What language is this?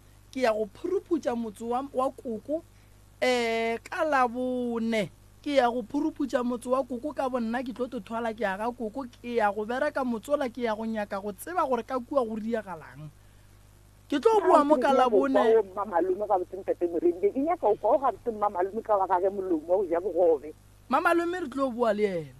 Northern Sotho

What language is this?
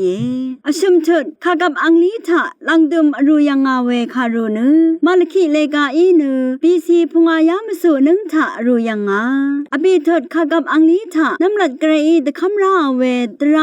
Rawang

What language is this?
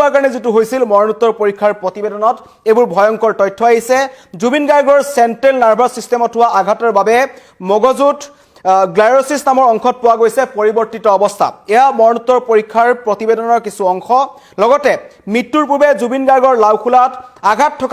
Assamese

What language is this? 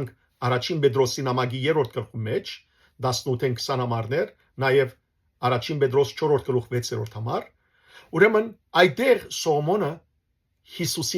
Western Armenian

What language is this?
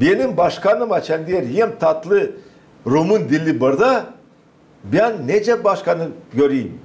Gagauz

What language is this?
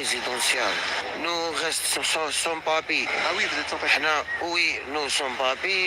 Kabyle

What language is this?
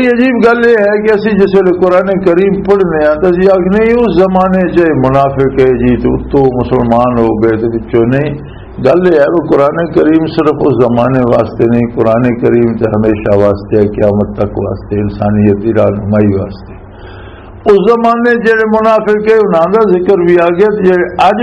Western Panjabi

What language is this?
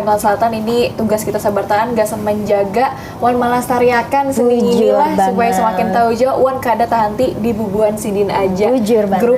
Banjar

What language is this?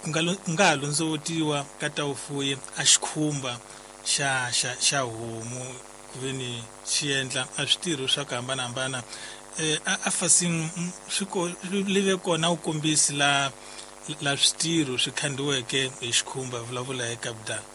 Tsonga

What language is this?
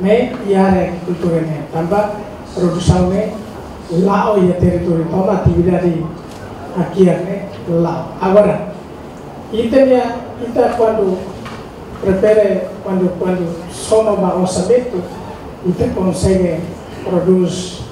Tetum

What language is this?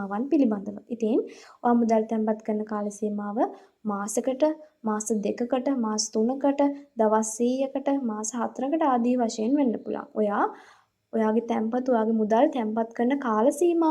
Sinhala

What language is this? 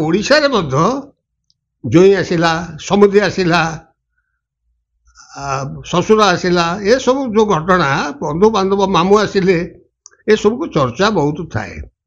Odia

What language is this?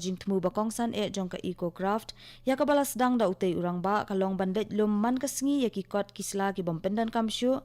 Khasi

